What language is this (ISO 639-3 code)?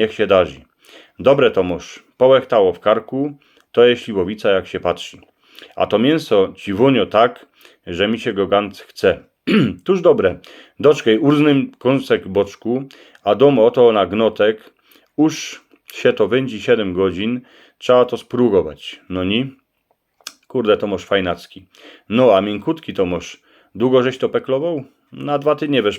szl